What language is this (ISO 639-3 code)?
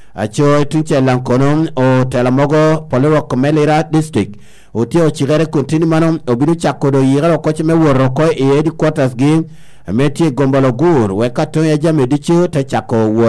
laj